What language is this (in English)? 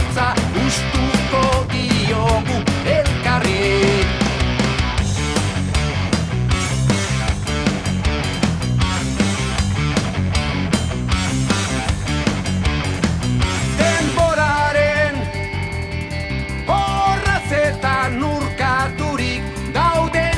Basque